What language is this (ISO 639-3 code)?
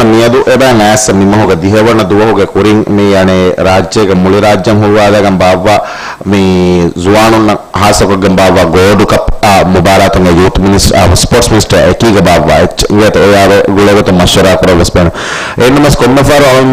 div